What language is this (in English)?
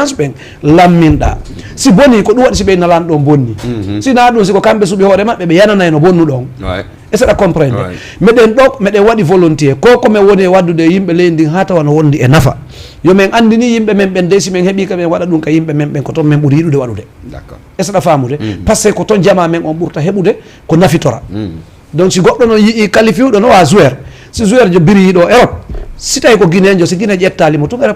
Fula